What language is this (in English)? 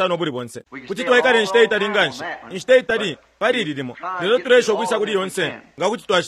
Bemba